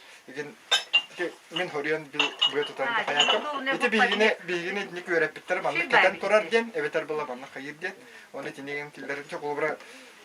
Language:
Yakut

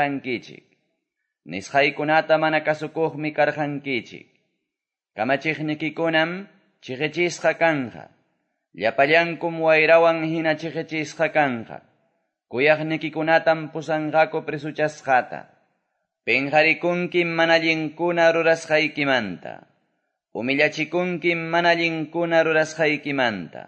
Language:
Quechua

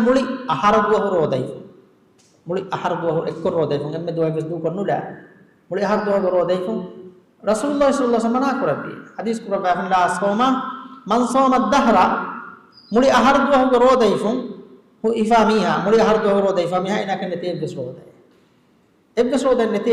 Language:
Divehi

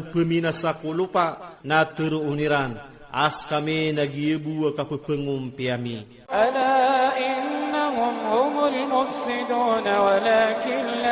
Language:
Iranun (Philippines)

